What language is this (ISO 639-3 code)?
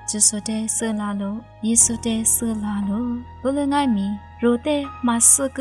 lis